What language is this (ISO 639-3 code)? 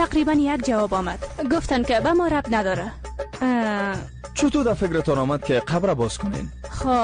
fas